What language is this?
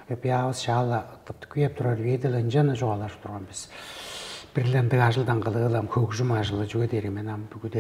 Tuvinian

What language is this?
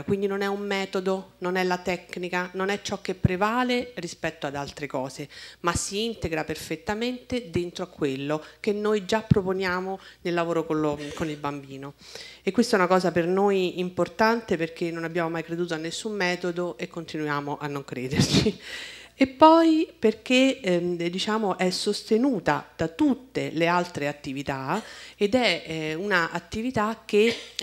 Italian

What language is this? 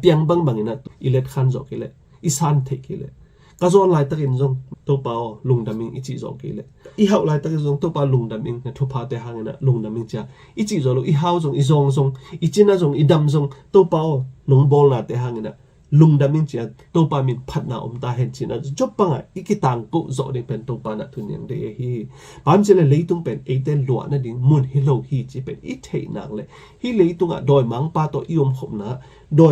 Tedim Chin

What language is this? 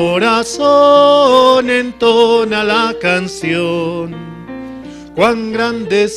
South Bolivian Quechua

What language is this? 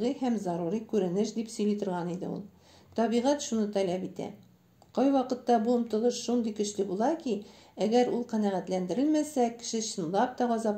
Tatar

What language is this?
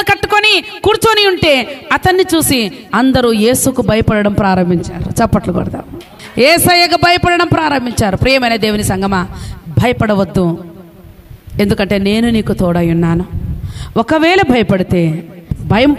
Telugu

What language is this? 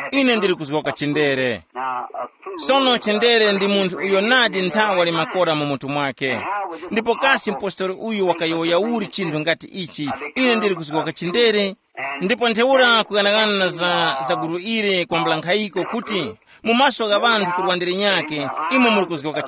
Tumbuka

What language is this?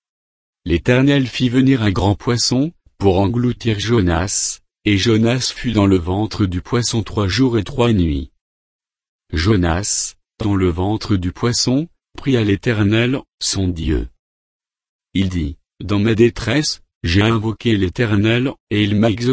French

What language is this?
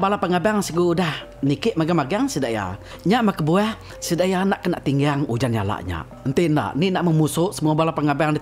Iban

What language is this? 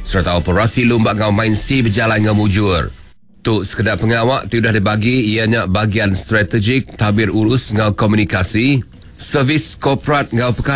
Iban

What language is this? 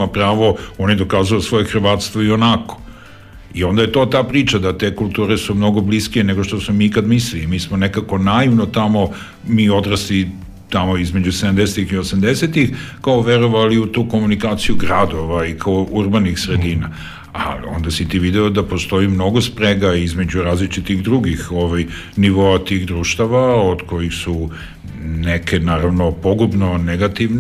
Serbian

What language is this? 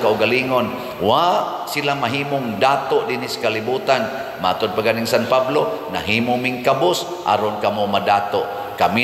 Cebuano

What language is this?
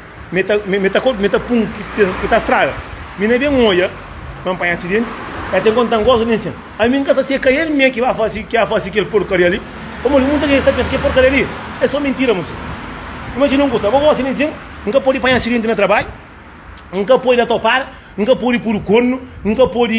Kabuverdianu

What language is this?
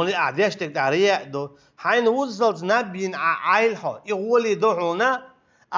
Chechen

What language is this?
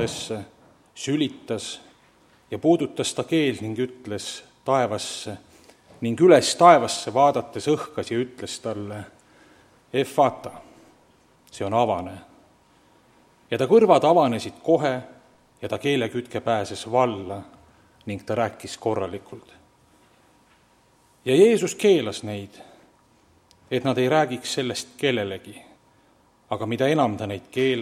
Estonian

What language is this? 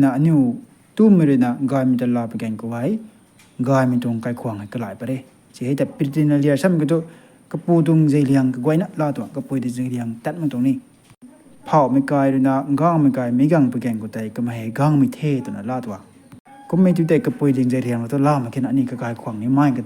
Rongmei Naga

